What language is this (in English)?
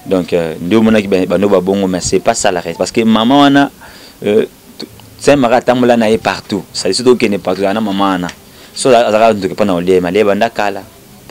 Lingala